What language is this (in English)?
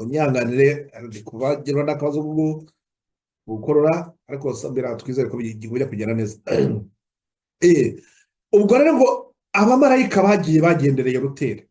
Kinyarwanda